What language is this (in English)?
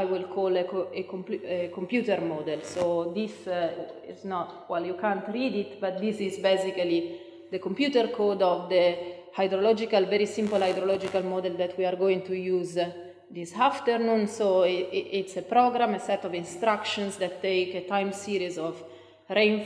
English